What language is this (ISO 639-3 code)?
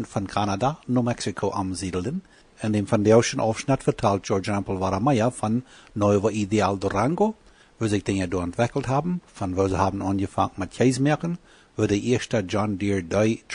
pdt